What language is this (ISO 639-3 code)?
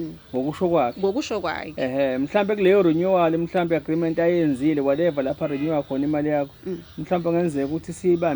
zul